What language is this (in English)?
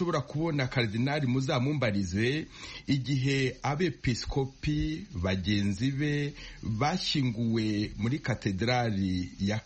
Kinyarwanda